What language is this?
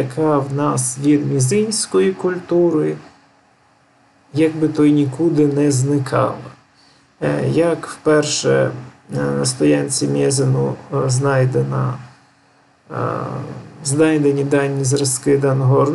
Ukrainian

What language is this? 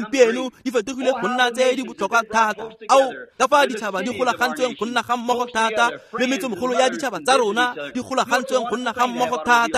Tswana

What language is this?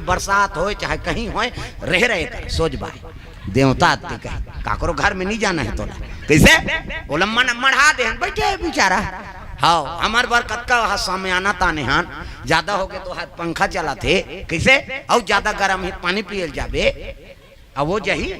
Chhattisgarhi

